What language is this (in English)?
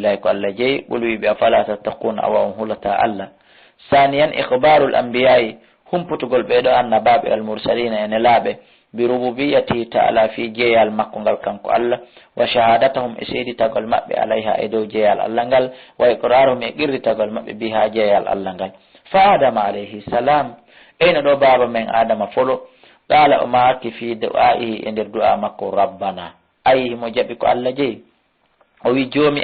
Fula